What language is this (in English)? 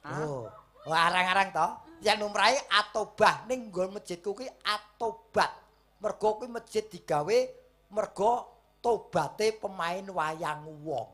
Javanese